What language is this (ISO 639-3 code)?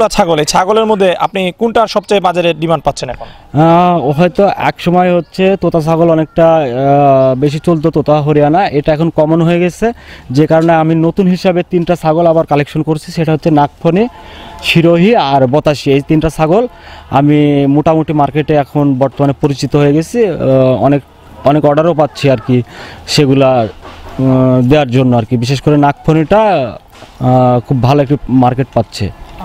ben